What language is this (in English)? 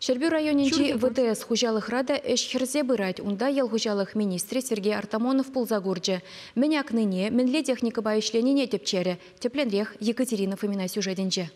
Chuvash